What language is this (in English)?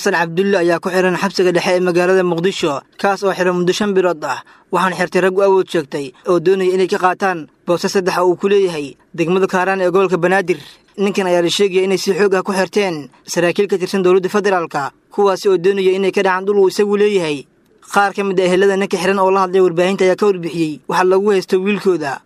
Somali